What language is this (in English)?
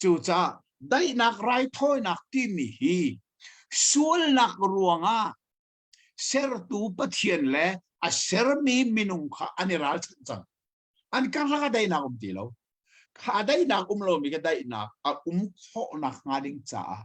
Hakha Chin